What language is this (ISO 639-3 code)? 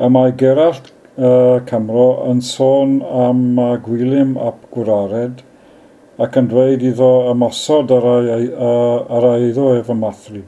cym